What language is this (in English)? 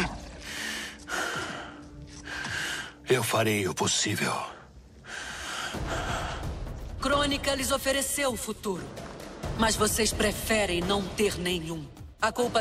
Portuguese